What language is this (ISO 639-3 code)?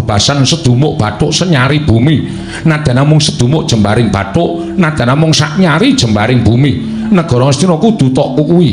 jav